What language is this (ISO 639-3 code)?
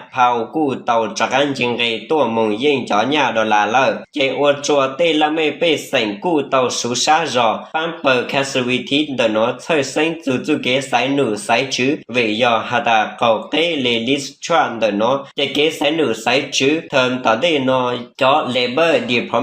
hmn